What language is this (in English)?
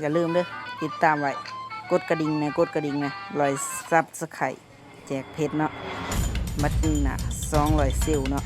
Northeastern Thai